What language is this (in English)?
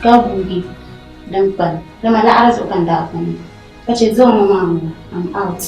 Dagbani